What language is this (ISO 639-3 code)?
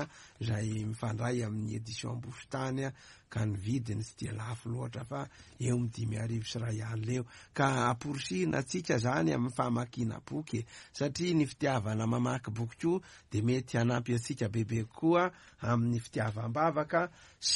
mlg